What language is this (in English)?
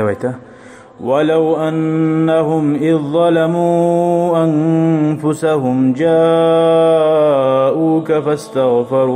Kumyk